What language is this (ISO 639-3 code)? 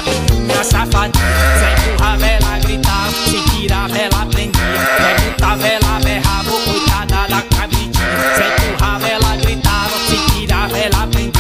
por